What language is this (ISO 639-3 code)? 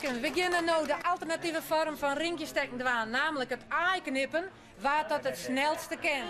fry